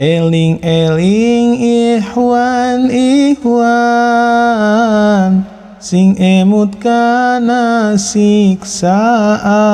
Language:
Sundanese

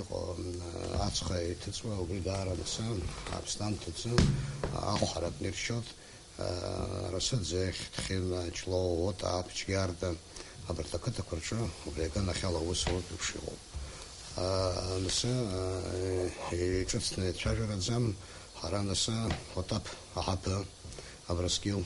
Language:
Abkhazian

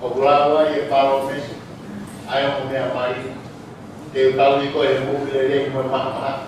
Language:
Tongan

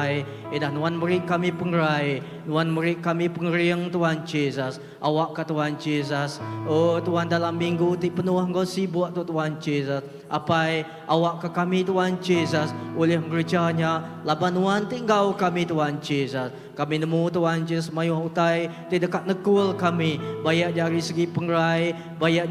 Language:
Iban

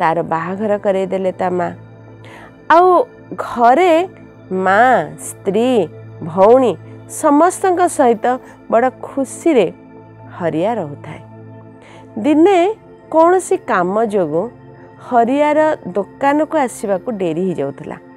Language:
Odia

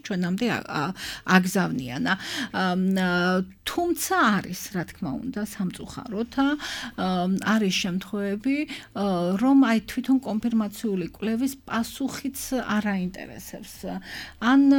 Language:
Georgian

